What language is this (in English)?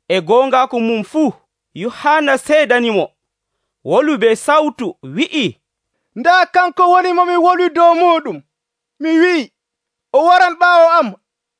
Nigerian Fulfulde